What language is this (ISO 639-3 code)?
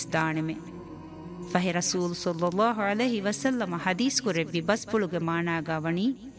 div